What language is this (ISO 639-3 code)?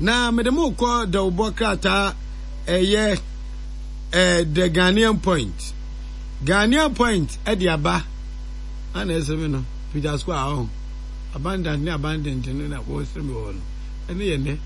aka